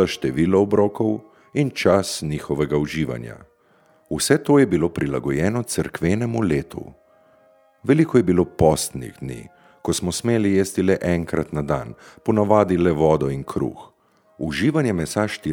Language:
Slovenian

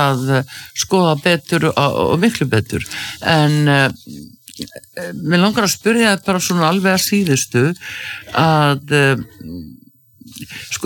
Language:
Icelandic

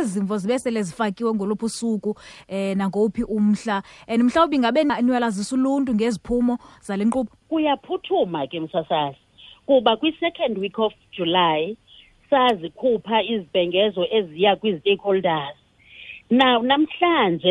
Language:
Xhosa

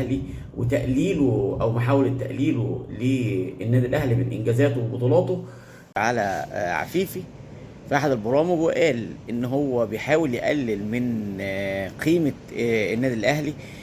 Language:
Egyptian Arabic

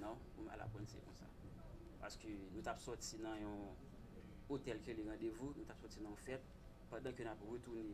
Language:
Haitian Creole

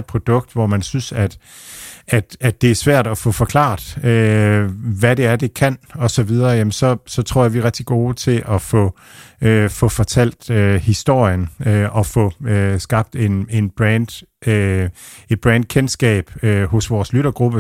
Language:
Danish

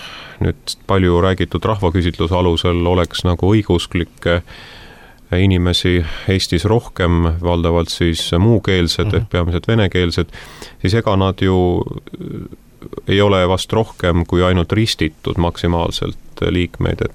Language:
Estonian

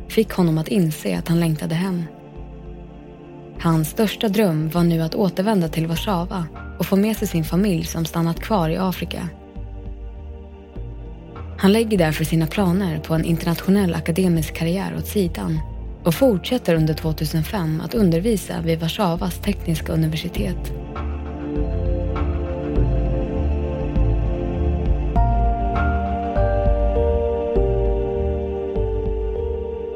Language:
Swedish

